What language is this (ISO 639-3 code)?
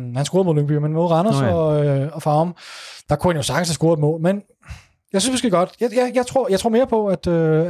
dan